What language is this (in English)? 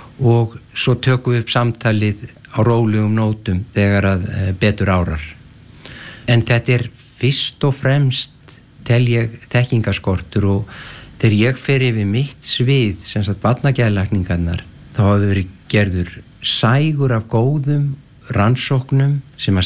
Icelandic